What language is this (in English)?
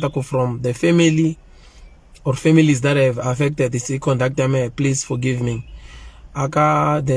Tsonga